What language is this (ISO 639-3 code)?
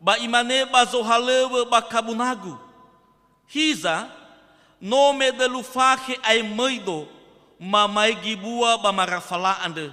nia